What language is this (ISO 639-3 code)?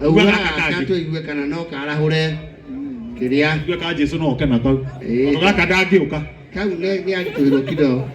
kik